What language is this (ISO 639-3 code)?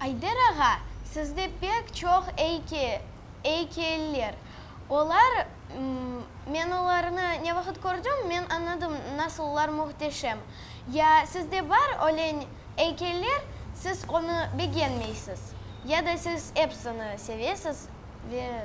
crh